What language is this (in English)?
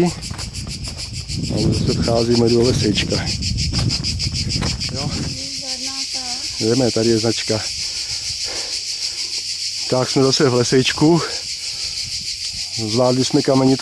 Czech